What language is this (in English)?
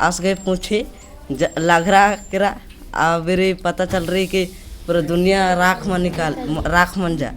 Kurukh